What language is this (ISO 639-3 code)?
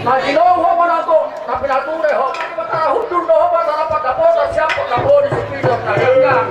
bbc